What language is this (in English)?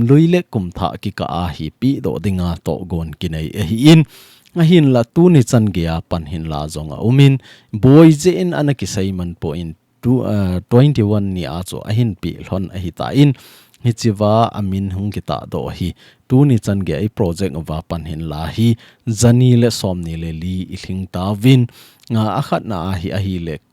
Thado Chin